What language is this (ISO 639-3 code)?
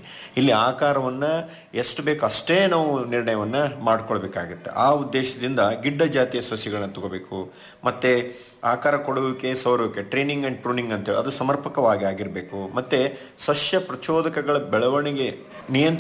kan